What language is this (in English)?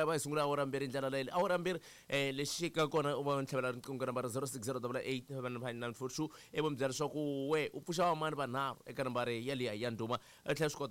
Tsonga